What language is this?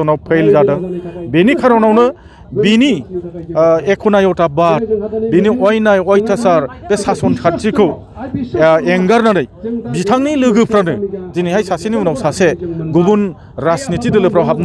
Bodo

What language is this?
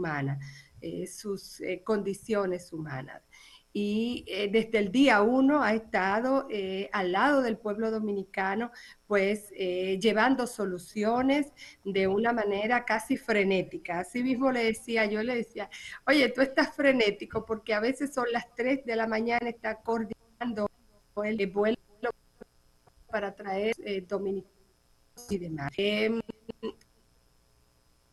Spanish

